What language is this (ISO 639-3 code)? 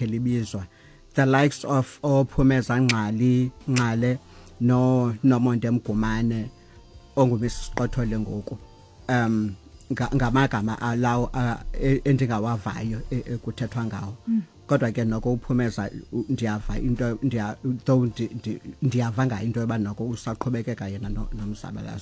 xho